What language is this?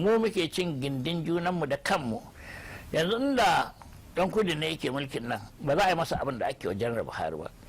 Hausa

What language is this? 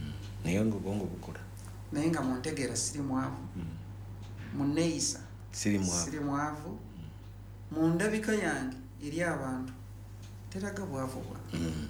Ganda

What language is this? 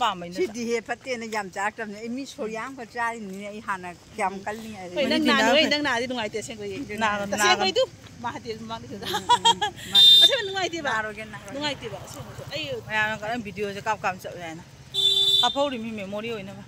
Manipuri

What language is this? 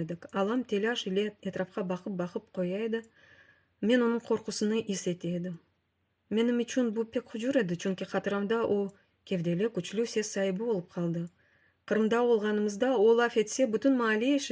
Crimean Tatar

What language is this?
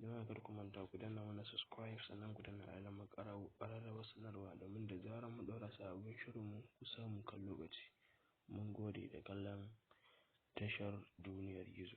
Hausa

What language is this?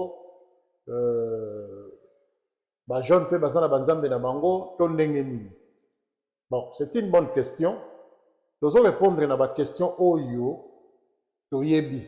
Lingala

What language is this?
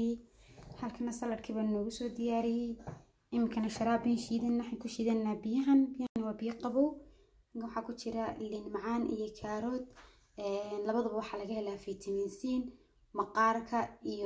Somali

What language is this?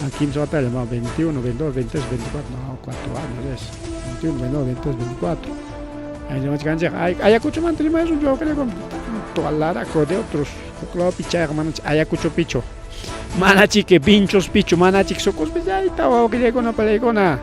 Ayacucho Quechua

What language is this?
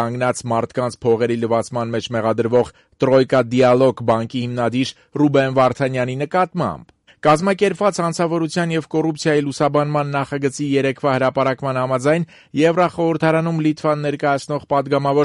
Armenian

